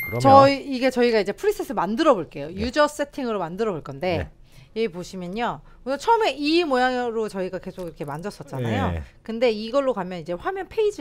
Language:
Korean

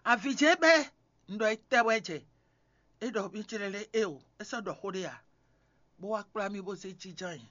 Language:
Fon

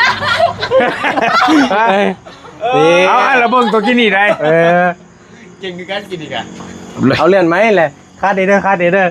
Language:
Northeastern Thai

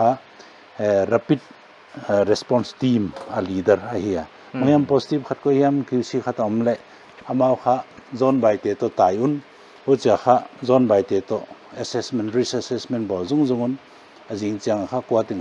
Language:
Paite Chin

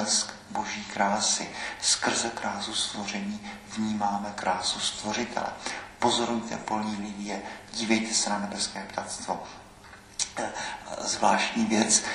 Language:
Czech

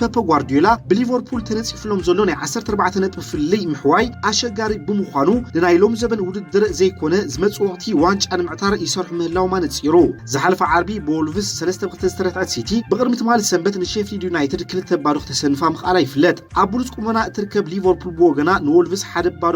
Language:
Tigrinya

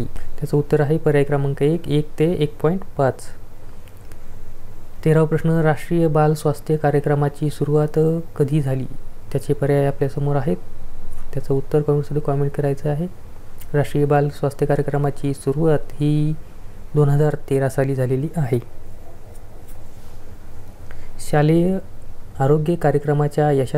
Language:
Marathi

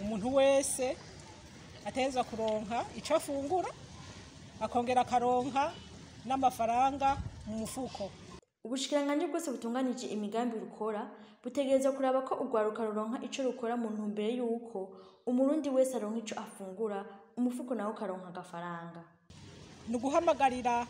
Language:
Rundi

